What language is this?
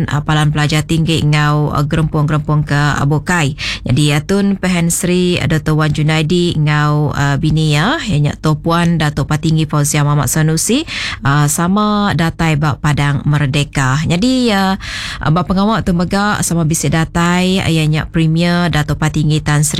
Iban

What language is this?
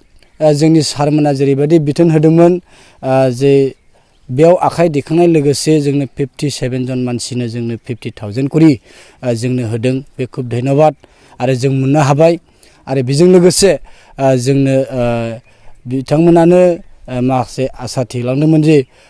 Bodo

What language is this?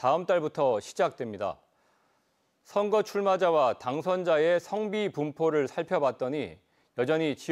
Korean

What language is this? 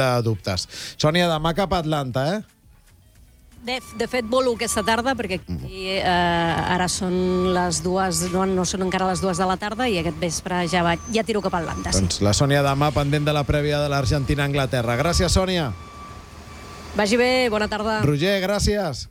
Catalan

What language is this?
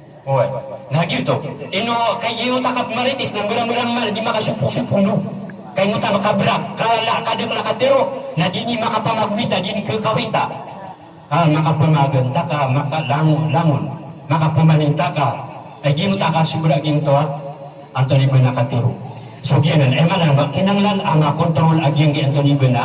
Maranao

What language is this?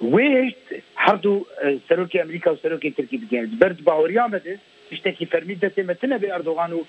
Kurdish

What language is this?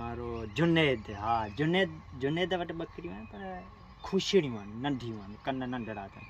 Sindhi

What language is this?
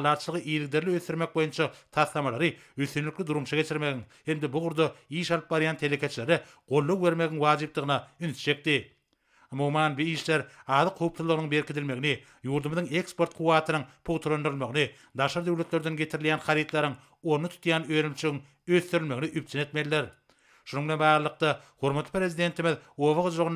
Turkmen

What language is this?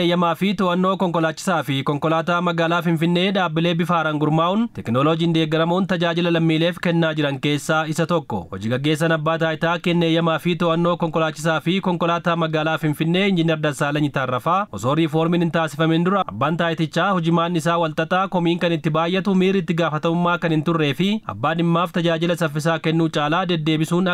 Oromo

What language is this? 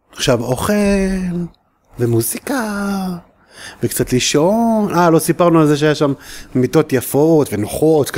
Hebrew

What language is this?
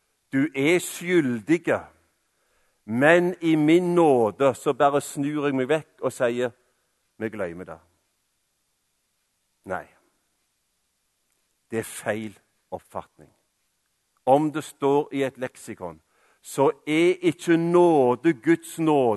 Norwegian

